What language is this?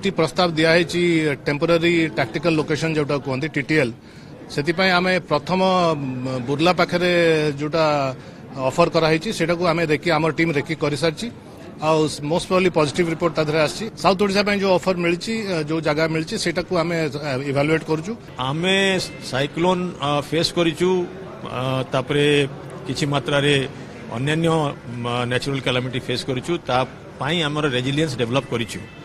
Odia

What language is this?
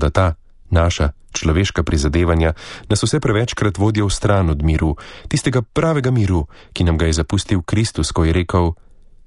Slovenian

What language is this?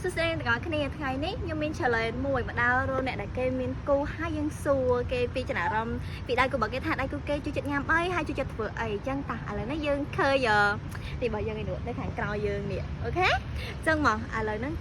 Khmer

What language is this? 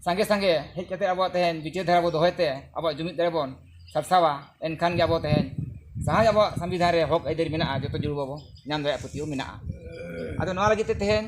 Santali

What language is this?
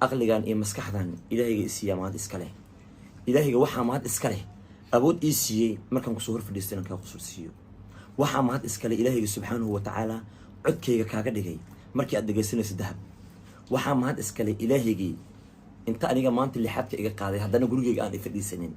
Somali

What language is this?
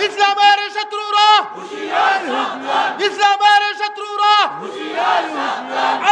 Sylheti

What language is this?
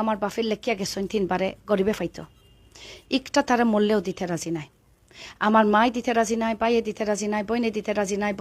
Sylheti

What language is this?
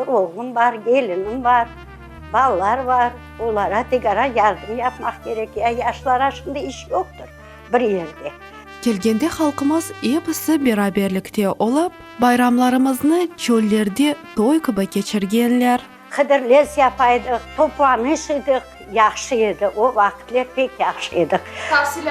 Crimean Tatar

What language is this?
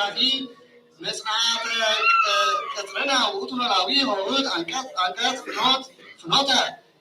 Geez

